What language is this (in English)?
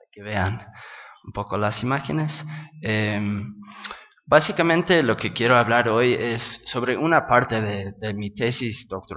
Spanish